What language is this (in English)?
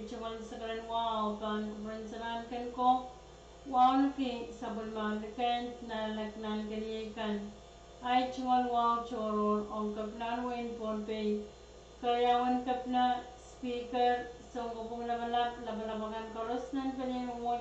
Pohnpeian